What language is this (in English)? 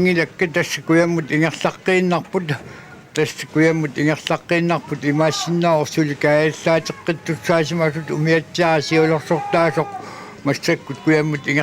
Kalaallisut